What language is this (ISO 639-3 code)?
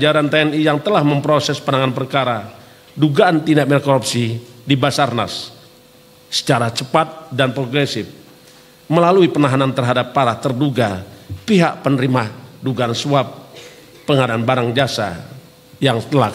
ind